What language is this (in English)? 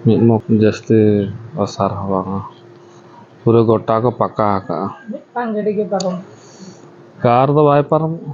Santali